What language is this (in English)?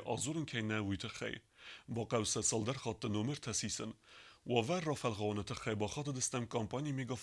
Ossetic